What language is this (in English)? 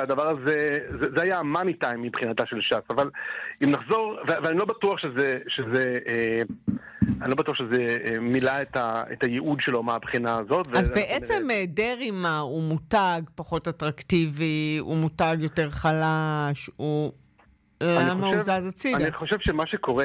Hebrew